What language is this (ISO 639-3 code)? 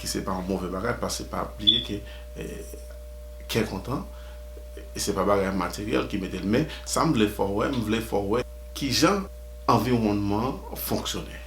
hat